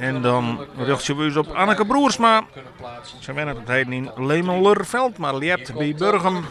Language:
Western Frisian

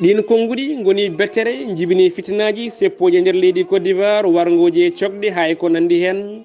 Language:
Fula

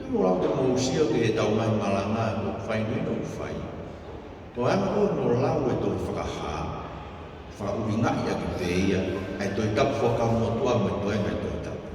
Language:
Tongan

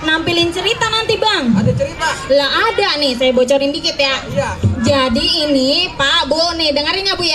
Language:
Betawi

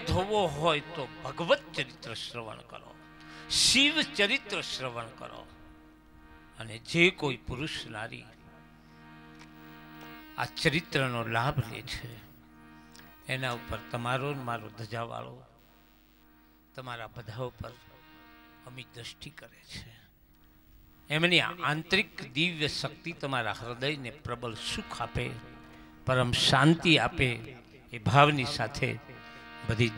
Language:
Gujarati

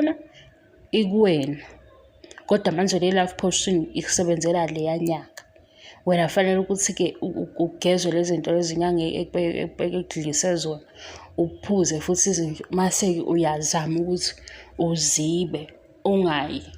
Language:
Zulu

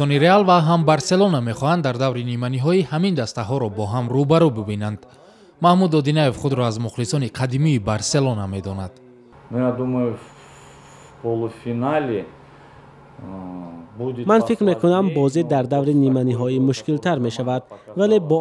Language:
Tajik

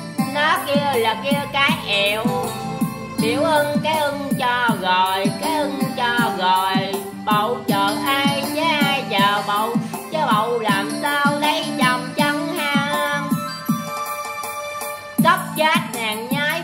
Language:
Vietnamese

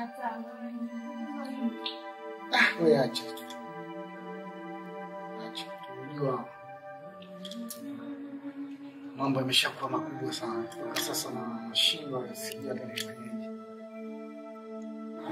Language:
Swahili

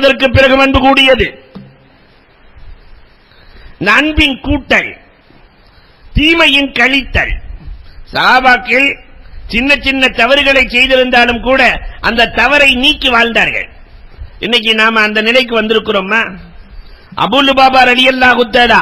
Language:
Tamil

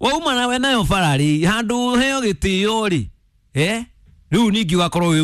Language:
Kikuyu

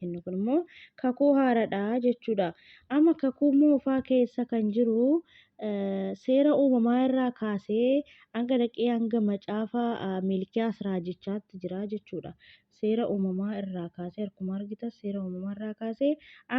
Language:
Oromo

